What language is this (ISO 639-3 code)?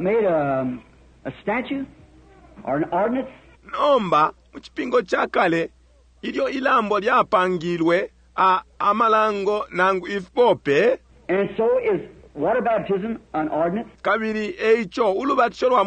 bem